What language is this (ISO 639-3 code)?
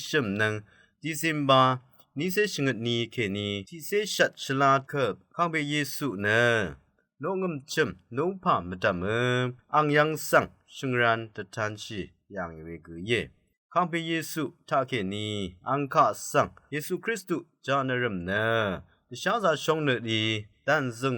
raw